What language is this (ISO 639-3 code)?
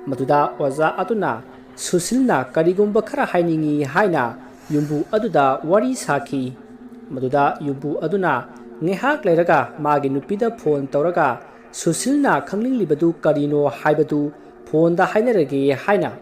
mni